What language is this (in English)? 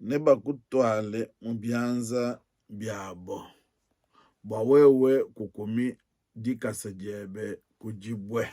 Luba-Lulua